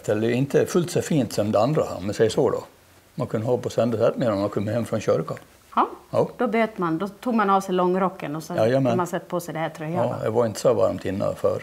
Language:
Swedish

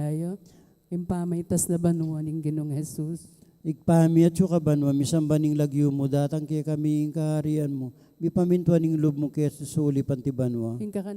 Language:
Pampanga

